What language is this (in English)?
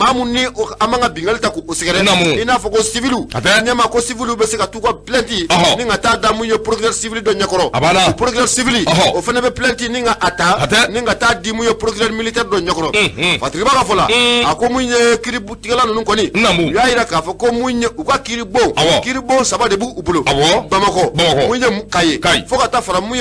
Bambara